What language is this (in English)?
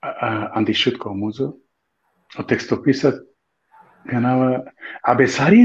Balkan Romani